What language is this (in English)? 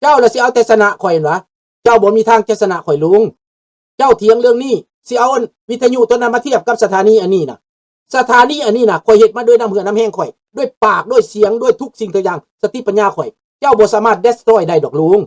Lao